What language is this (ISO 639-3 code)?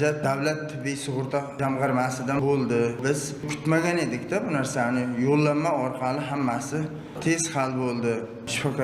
uzb